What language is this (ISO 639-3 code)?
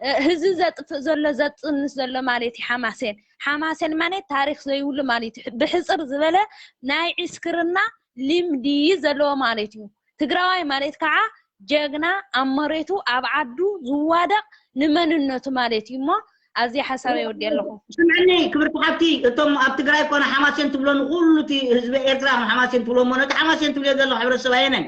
tir